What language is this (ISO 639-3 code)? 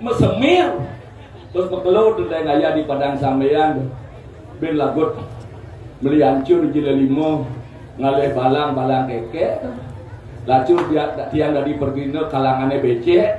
ban